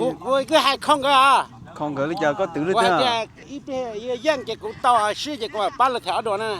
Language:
Hmong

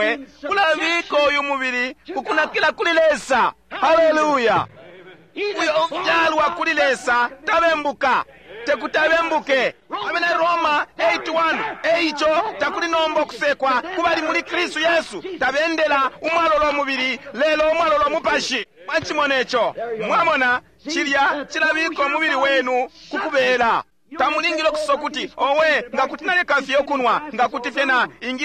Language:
Bemba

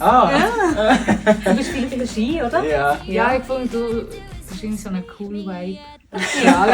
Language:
Swiss German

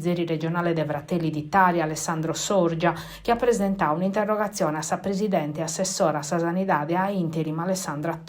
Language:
Sardinian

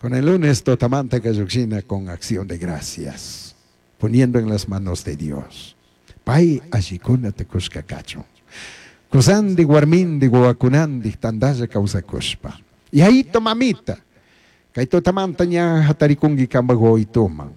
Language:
Chimborazo Highland Quichua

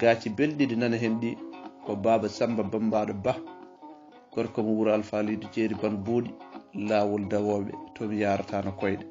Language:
Fula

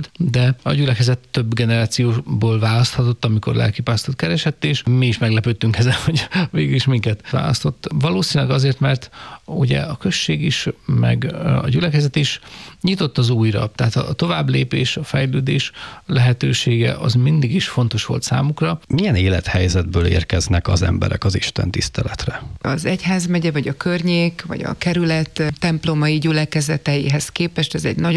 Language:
Hungarian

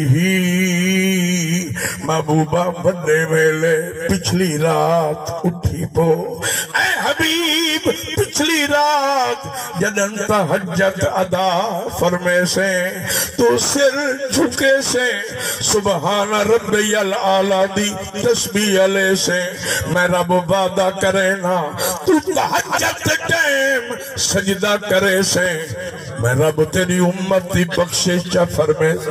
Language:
Saraiki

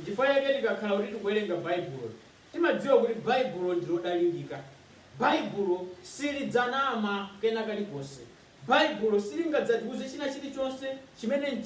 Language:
Nyanja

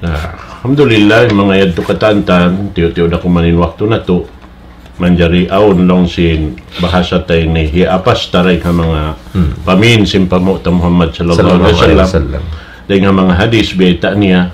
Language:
Tausug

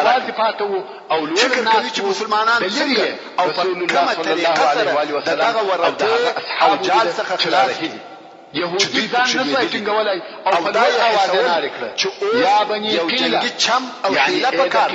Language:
Pashto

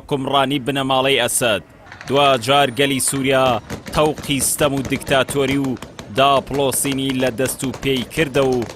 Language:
Central Kurdish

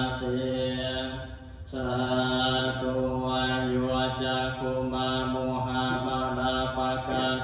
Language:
Pali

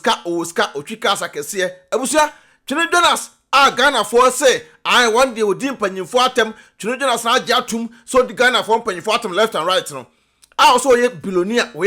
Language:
Akan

